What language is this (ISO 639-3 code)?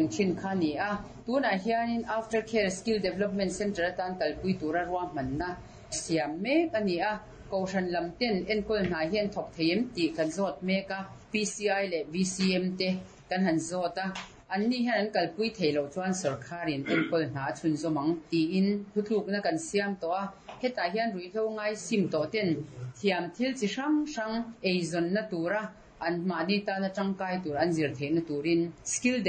lus